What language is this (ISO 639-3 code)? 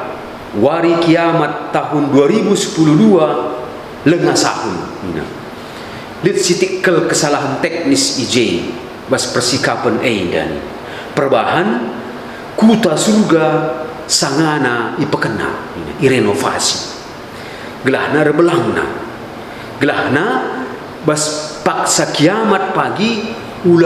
btx